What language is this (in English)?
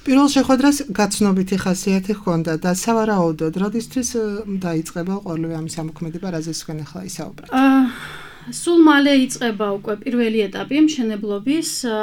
Georgian